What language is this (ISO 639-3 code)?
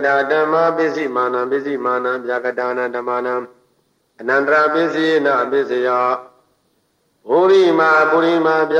mya